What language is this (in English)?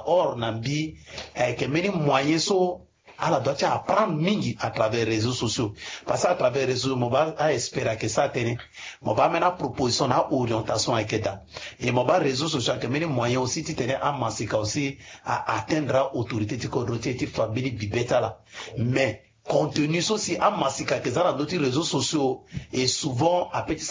Sango